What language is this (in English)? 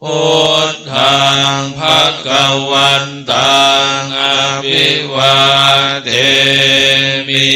Pali